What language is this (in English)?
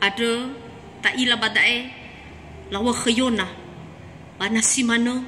Nias